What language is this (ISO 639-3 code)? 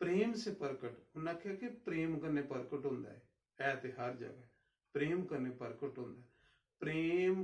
doi